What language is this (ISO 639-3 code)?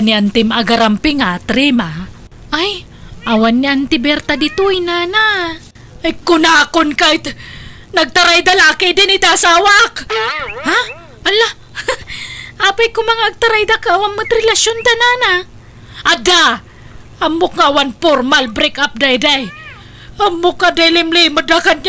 ilo